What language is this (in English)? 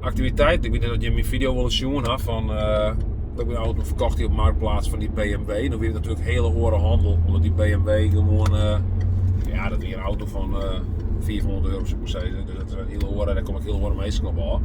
Western Frisian